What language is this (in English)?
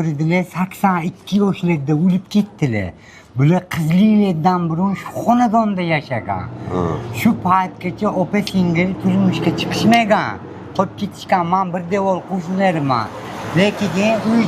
Uzbek